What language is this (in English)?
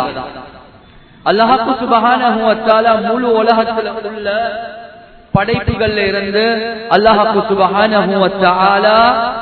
Tamil